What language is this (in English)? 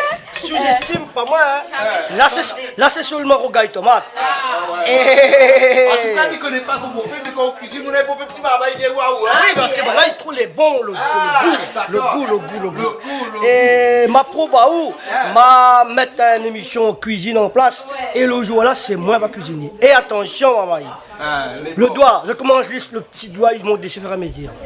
Réunion Creole French